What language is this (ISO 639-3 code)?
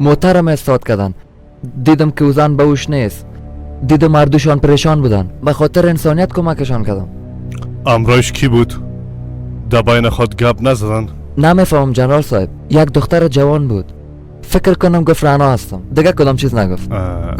fas